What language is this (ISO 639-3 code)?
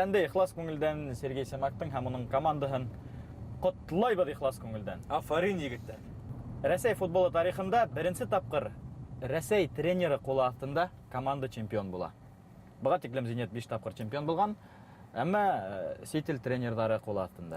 bak